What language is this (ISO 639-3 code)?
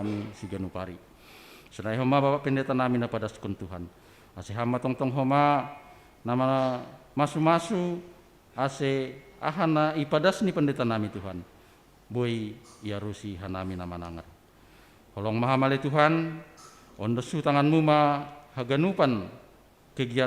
bts